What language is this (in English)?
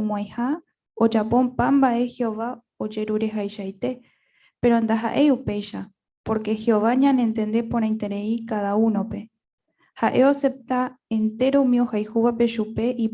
Guarani